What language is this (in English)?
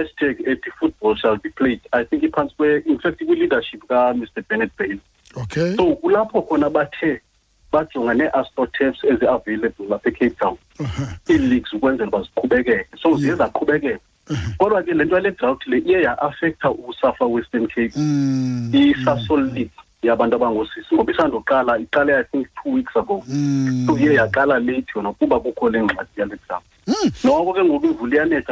Xhosa